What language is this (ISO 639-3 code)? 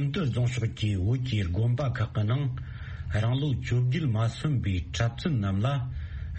bod